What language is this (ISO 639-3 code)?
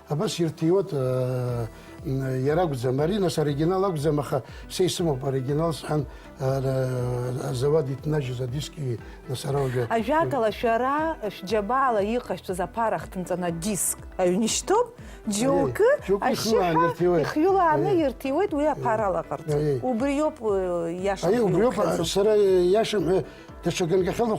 abk